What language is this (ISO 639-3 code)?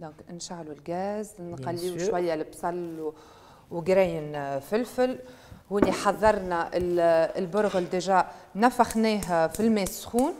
aeb